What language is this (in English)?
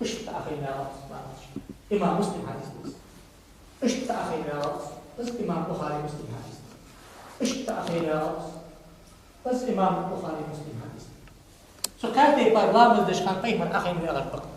Ingush